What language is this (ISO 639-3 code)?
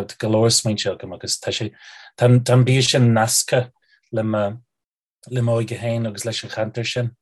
gle